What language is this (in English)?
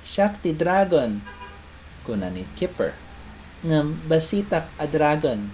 Iloko